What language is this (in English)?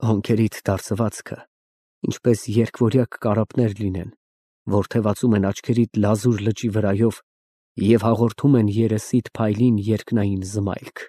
Armenian